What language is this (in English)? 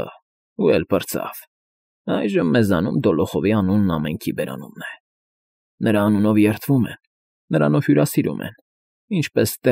Armenian